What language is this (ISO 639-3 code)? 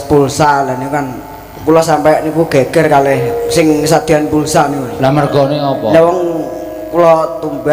jav